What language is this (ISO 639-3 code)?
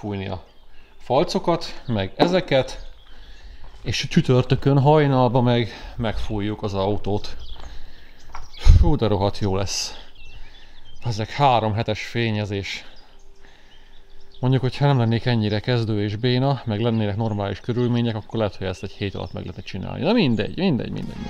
hun